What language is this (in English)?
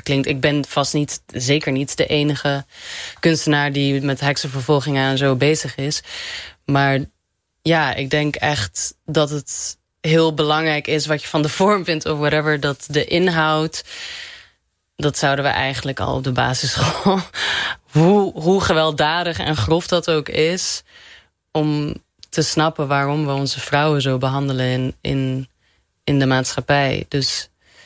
Dutch